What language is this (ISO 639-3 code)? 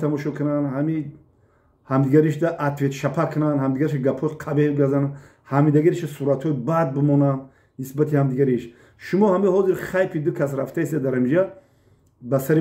tgk